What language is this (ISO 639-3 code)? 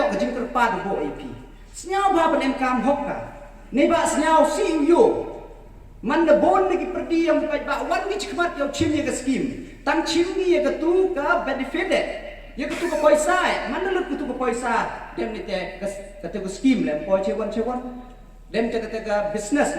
pbv